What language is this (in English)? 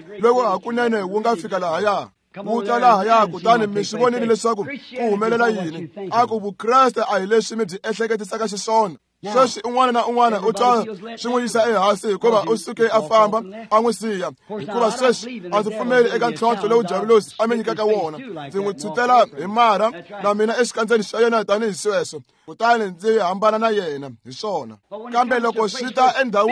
Tsonga